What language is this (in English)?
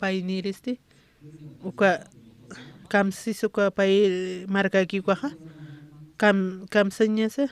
Aymara